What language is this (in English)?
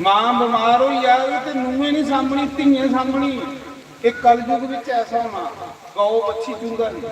Dogri